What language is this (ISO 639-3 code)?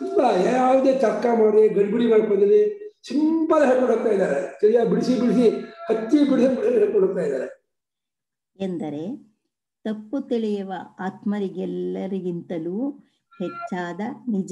kan